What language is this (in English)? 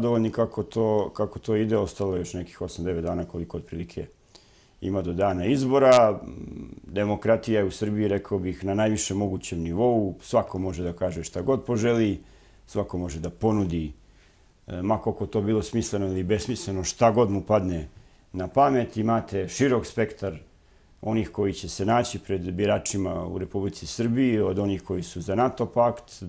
Serbian